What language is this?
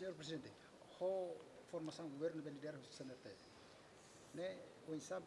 Tetum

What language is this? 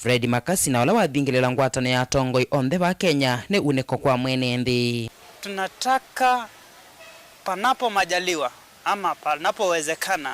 Kamba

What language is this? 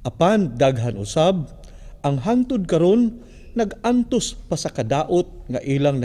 Cebuano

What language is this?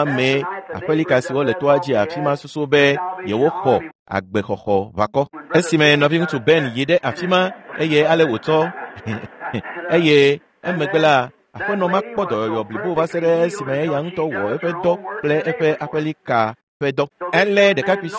Ewe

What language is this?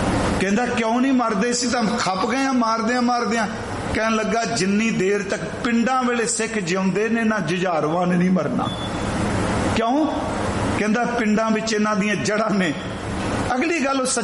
Punjabi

